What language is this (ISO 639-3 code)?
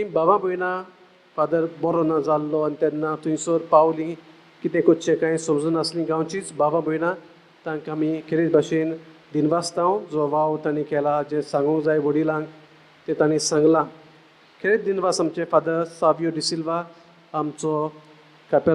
kok